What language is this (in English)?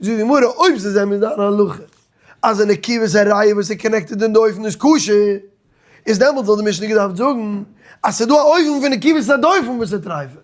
Yiddish